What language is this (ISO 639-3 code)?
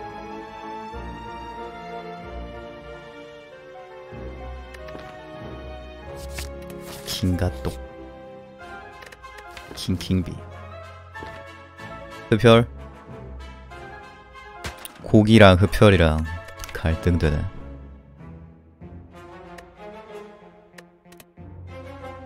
kor